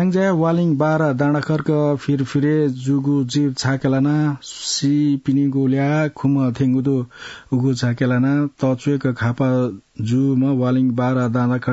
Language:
Newari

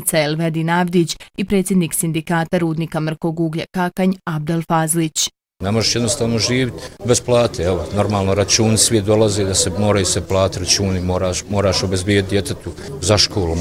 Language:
Bosnian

